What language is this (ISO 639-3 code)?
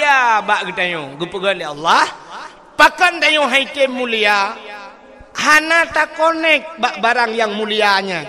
ace